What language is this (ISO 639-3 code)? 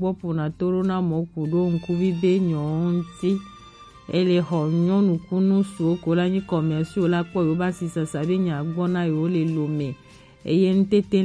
gej